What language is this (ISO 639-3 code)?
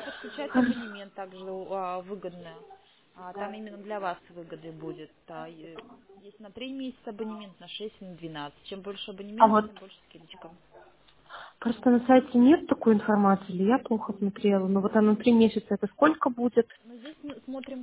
rus